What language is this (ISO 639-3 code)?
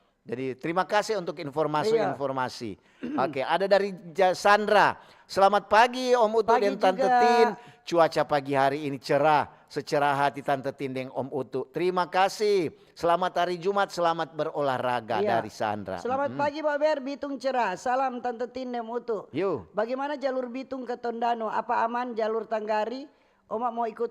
xmm